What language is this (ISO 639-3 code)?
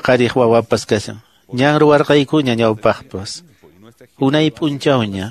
que